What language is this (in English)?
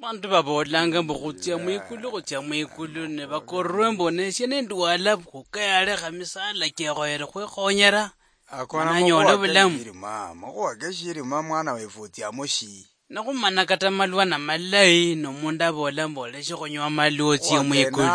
Luyia